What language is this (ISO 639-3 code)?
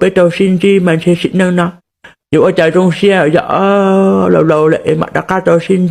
hmn